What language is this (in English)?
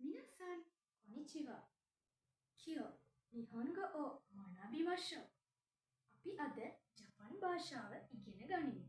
Sinhala